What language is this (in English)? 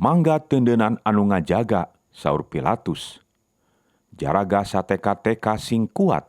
Sundanese